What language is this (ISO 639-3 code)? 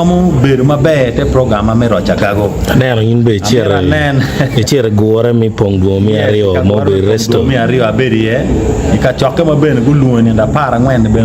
ach